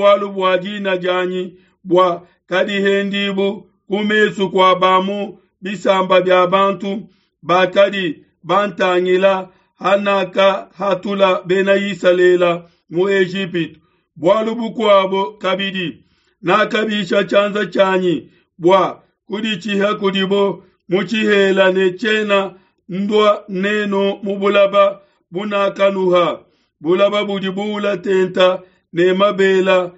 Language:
Luba-Lulua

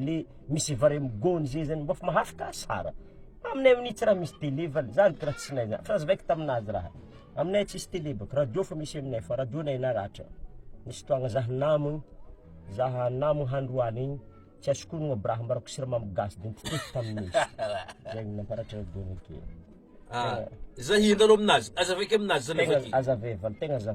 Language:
Malagasy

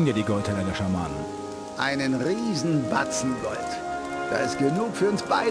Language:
Bavarian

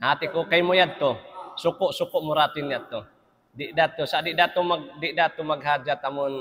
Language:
Tausug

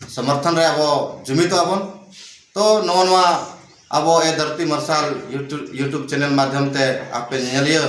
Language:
Santali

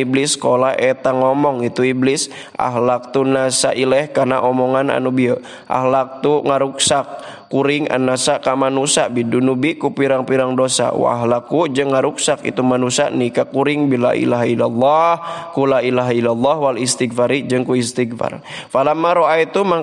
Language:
Sundanese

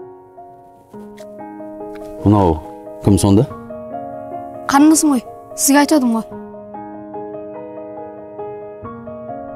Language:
Kazakh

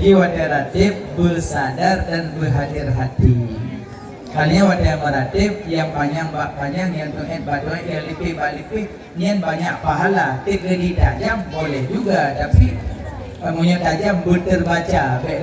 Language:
Achinese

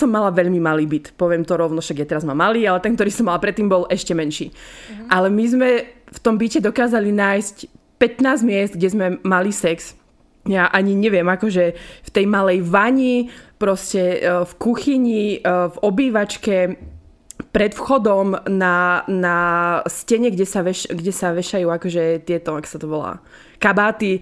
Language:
Slovak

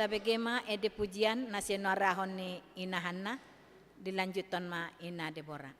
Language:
Batak Toba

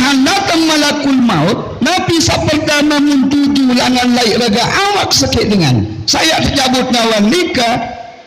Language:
Sasak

